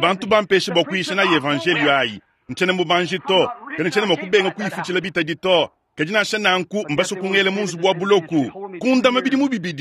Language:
Luba-Lulua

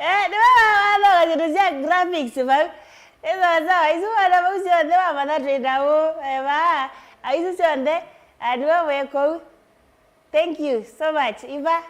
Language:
Kamba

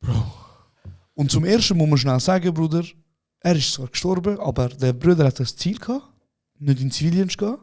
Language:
Swiss German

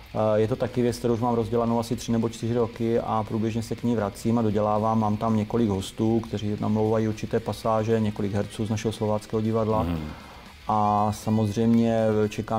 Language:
Czech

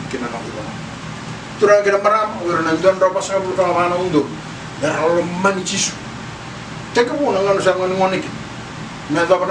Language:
Fijian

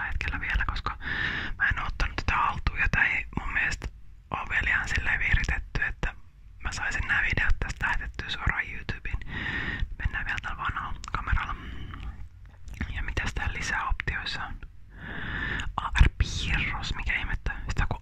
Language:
Finnish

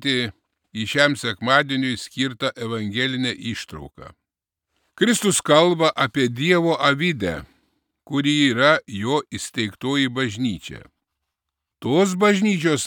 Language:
Lithuanian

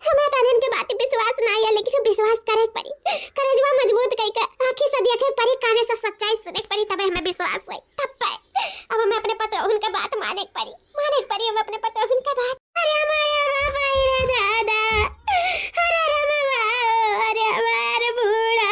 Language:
Awadhi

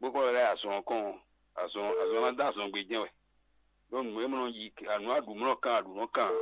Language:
Fon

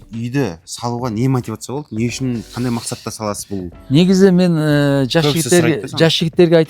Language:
Kazakh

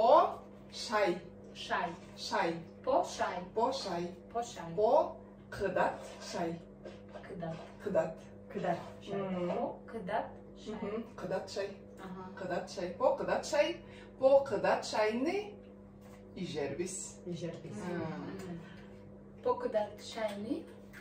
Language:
Tuvinian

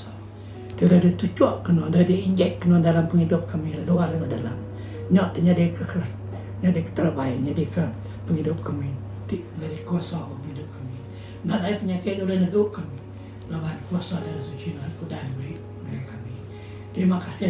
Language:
Iban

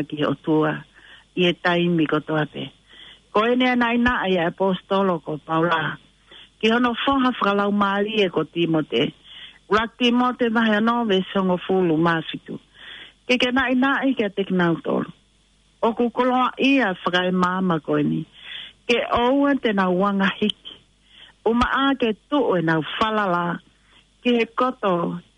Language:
Tongan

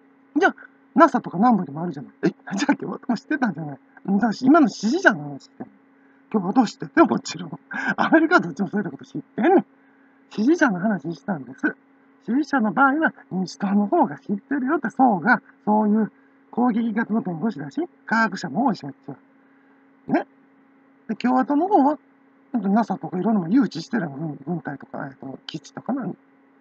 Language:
Japanese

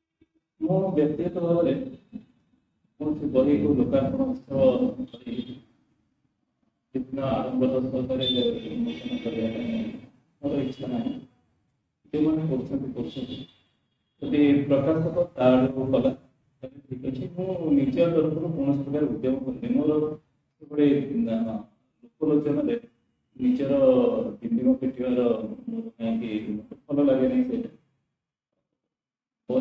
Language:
Odia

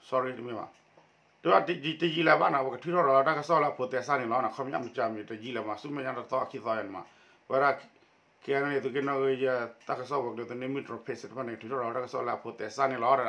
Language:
S'gaw Karen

